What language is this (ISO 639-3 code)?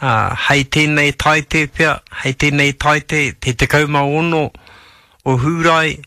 mri